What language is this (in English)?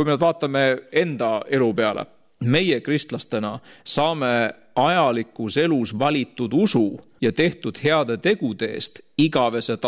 Estonian